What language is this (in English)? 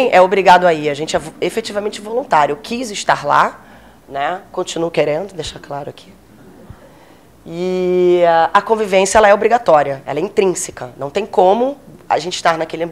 Portuguese